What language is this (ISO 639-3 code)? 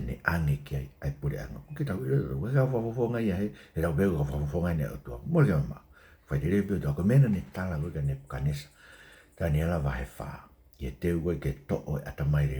ton